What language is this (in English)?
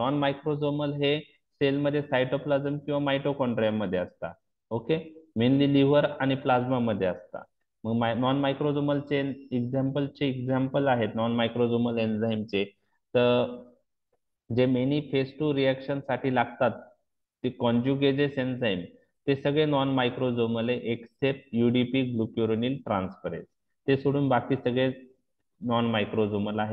Marathi